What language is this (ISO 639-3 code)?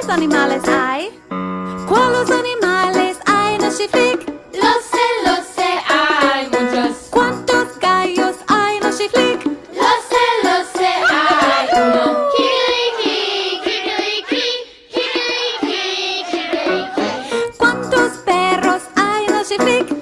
lad